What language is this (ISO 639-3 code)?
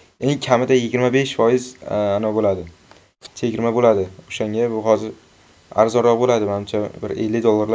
uzb